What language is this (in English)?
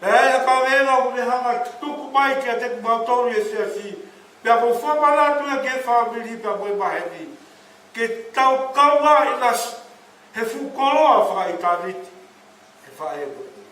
Tongan